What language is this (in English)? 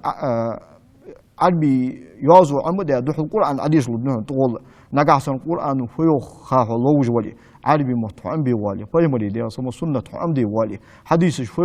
Ingush